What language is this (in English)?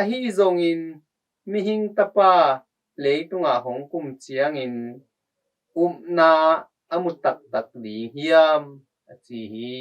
Tedim Chin